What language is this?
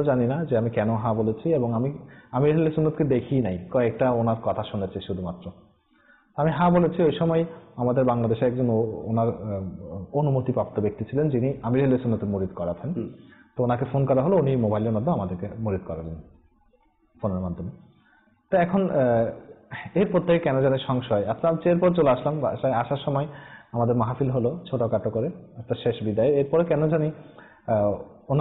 Bangla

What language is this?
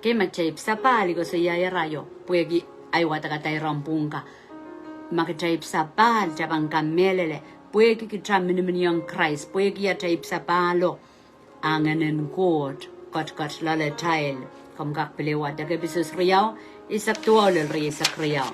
Pohnpeian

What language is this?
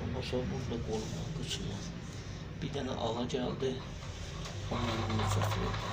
South Azerbaijani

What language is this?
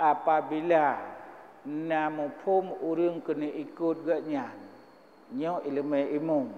Achinese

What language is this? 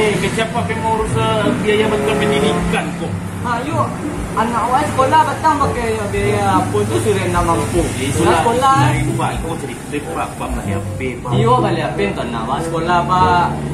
Minangkabau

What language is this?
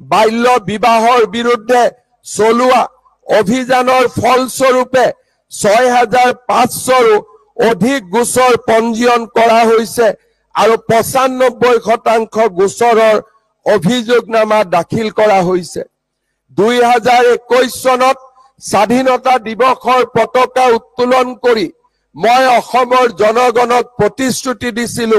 Assamese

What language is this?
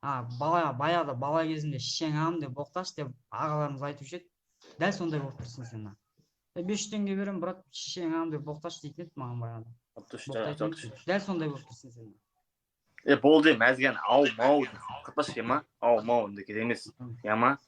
Kazakh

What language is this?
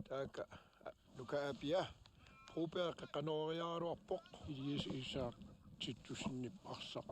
Kalaallisut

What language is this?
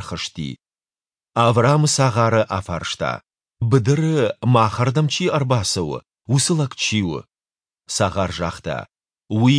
Ossetic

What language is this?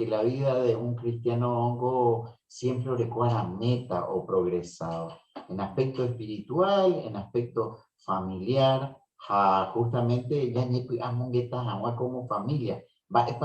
Guarani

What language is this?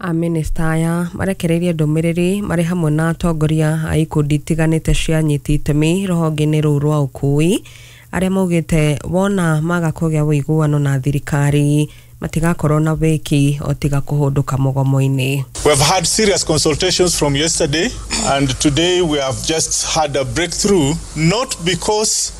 Kikuyu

